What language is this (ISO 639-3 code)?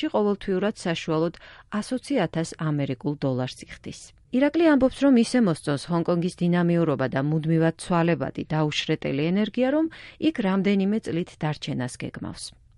kat